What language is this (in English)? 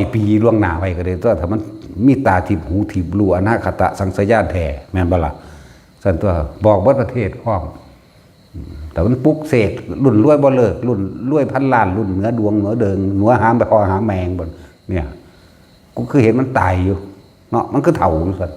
Northeastern Thai